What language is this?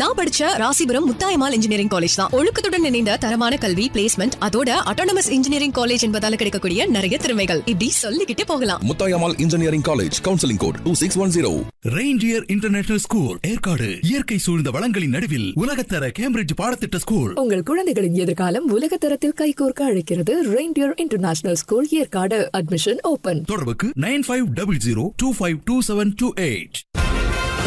Tamil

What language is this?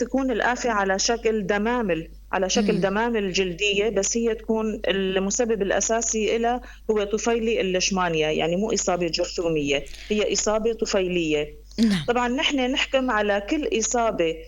North Levantine Arabic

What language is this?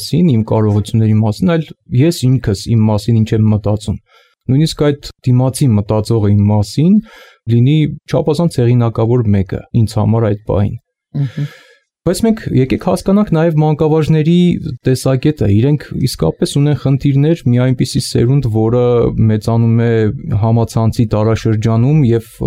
Armenian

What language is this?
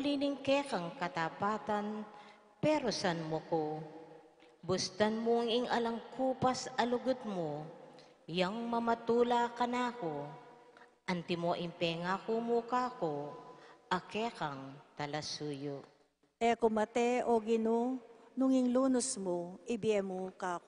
Pampanga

